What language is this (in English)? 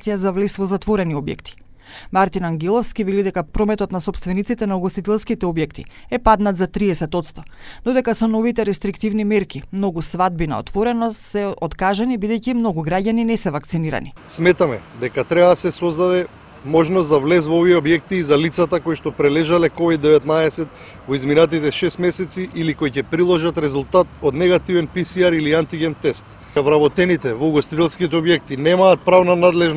Macedonian